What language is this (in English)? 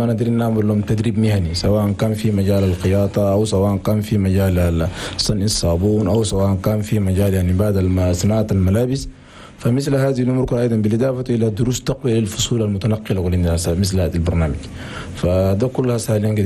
Chadian Arabic